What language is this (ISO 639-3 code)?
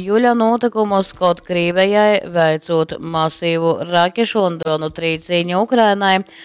ltg